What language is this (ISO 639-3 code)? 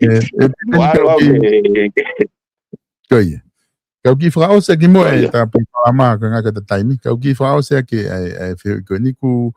ton